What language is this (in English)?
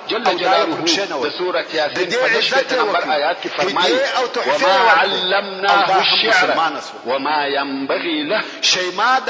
Pashto